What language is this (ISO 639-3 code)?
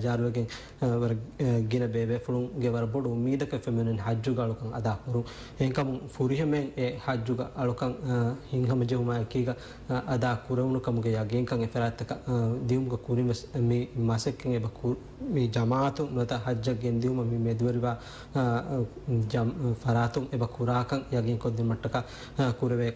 div